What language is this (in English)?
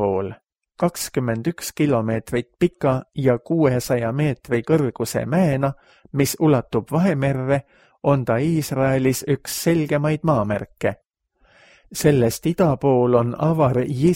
Estonian